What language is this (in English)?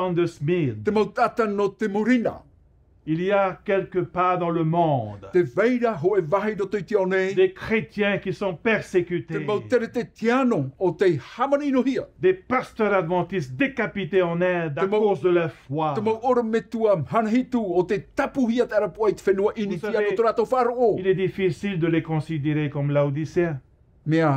Tahitian